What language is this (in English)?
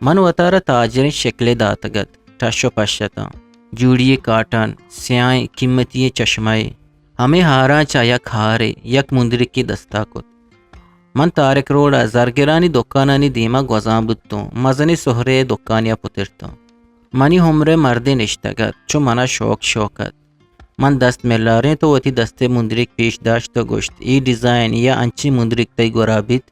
Eastern Balochi